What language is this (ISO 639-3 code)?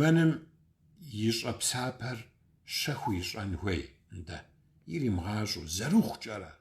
kbd